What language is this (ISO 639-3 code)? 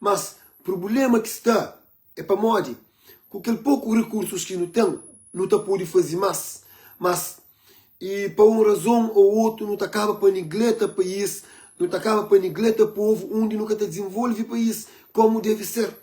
kea